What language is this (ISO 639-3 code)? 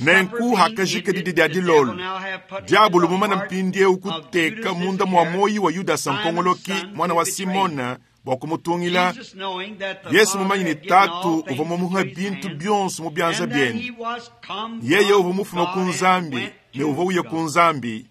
lua